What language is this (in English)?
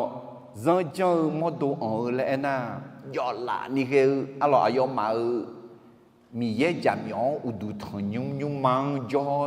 Akha